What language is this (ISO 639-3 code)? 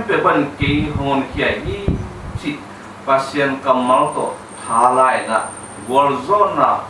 ctd